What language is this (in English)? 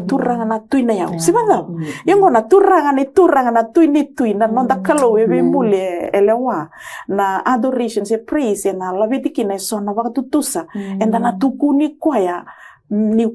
Fijian